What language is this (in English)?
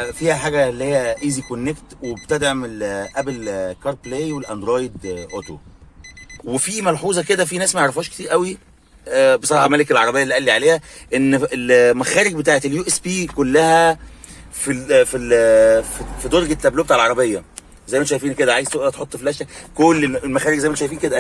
Egyptian Arabic